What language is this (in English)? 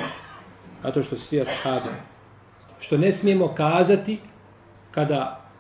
Bosnian